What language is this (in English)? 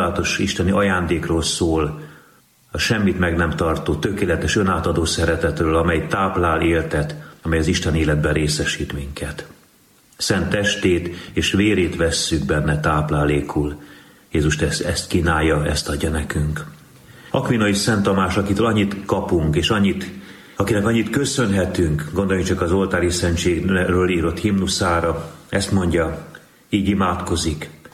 Hungarian